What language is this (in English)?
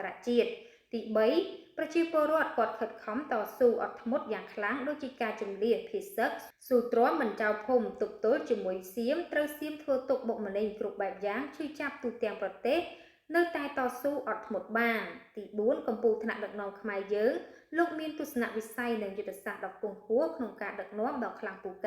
Khmer